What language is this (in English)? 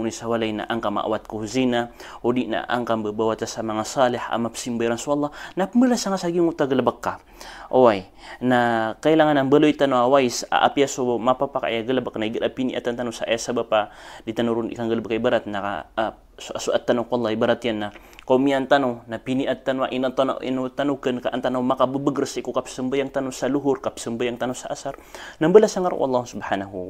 Maranao